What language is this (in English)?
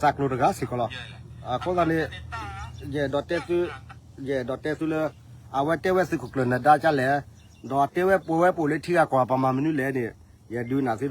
S'gaw Karen